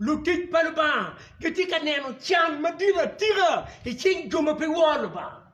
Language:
Acoli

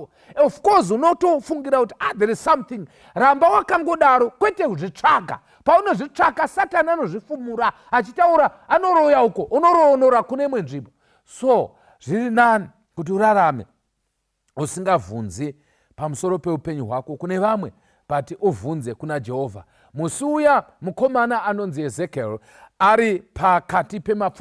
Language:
Shona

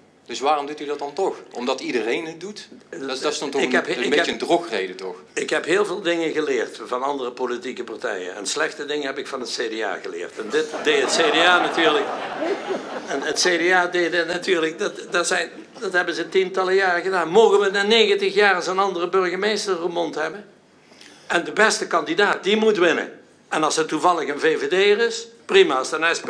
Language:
Dutch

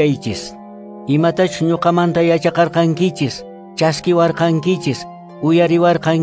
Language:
Quechua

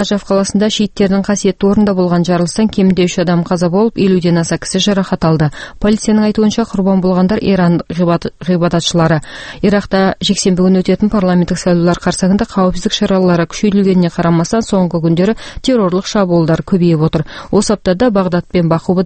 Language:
Kazakh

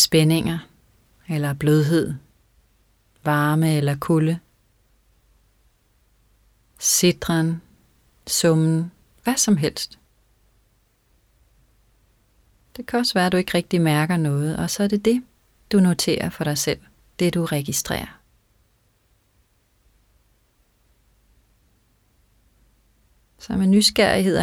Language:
Danish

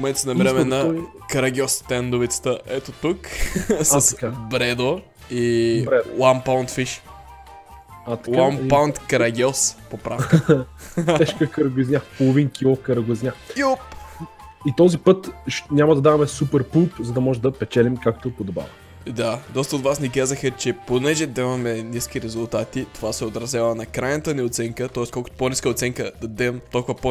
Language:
Bulgarian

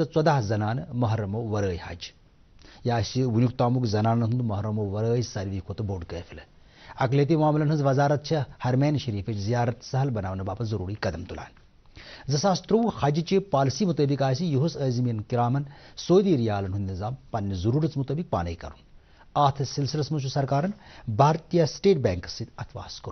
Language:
Kashmiri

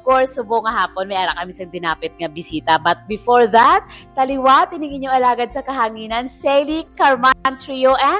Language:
Hiligaynon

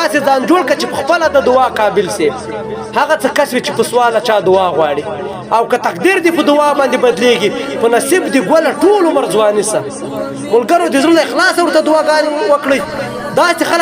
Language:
Pashto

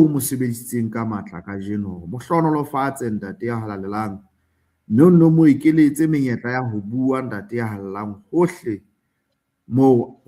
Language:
Southern Sotho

